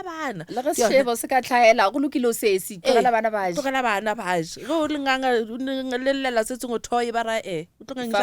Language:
Northern Sotho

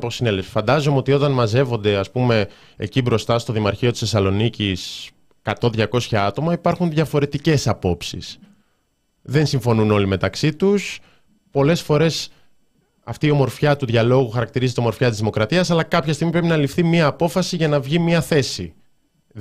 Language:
Greek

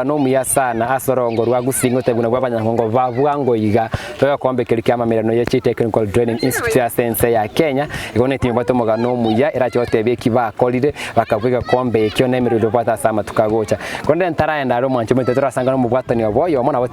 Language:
Gusii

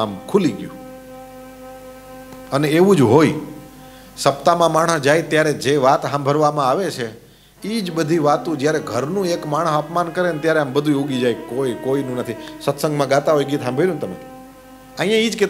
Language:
Gujarati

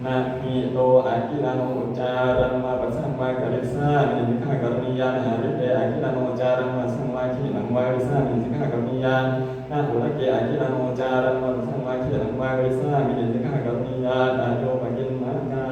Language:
Pali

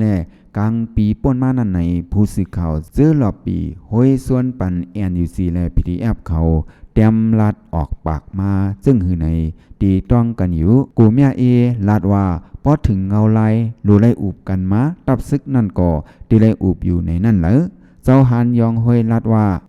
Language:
Shan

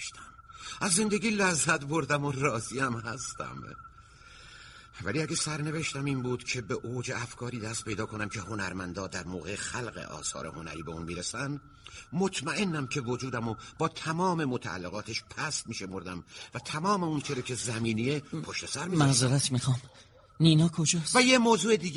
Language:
Persian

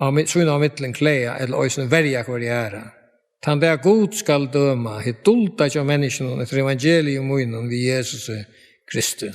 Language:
Faroese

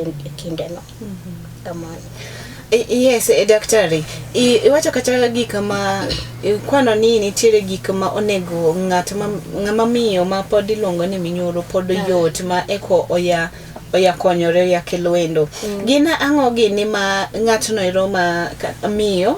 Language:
Luo (Kenya and Tanzania)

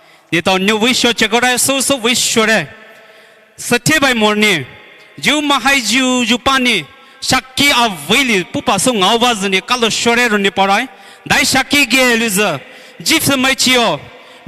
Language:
Poumei Naga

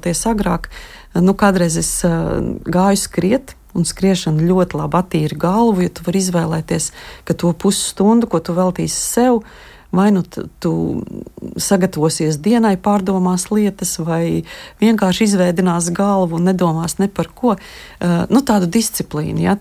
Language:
Latvian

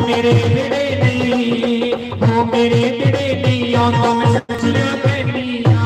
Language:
Dogri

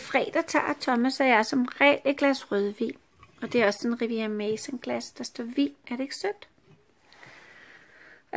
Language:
Danish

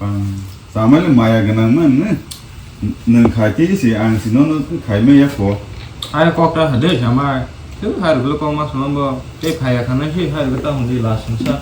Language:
Kok Borok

